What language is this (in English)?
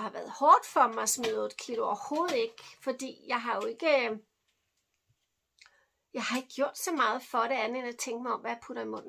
Danish